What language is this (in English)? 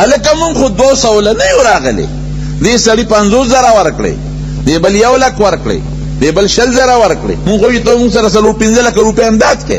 Pashto